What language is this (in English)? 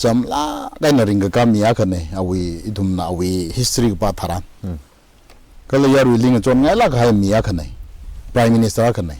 Tangkhul Naga (India)